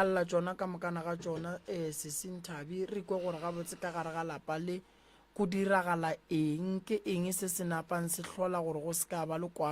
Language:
Northern Sotho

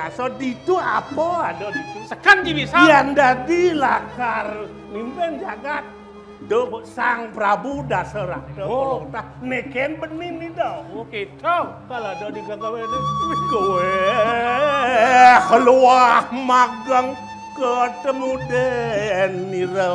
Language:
Balinese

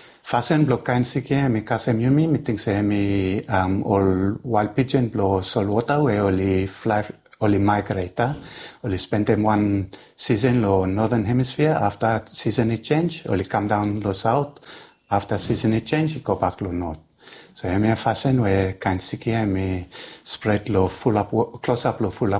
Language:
Bislama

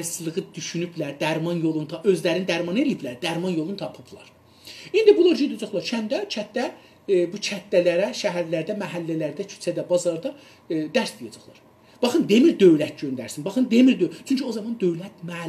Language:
South Azerbaijani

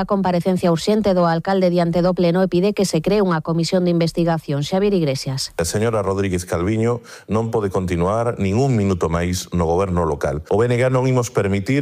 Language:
Galician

